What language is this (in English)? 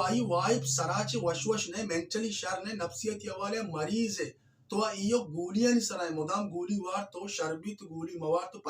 Baluchi